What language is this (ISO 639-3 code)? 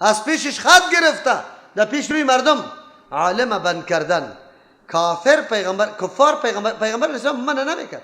fas